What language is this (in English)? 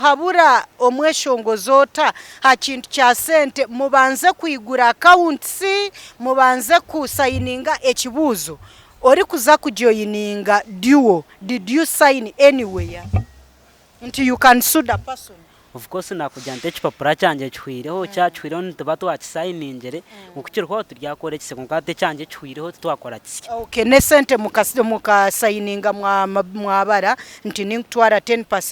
Nyankole